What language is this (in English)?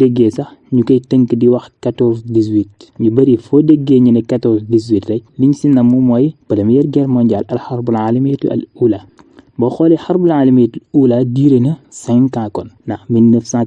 Wolof